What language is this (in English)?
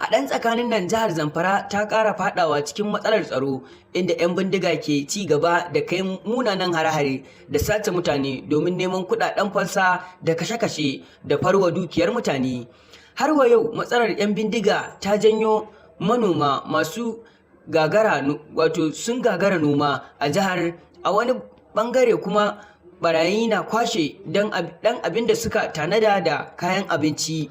Hausa